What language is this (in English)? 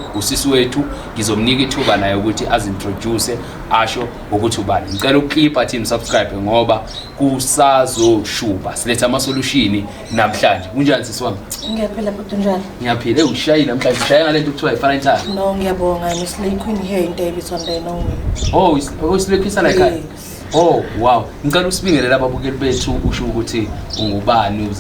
Zulu